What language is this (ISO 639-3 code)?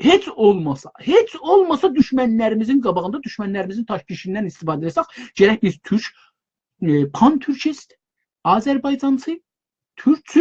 azb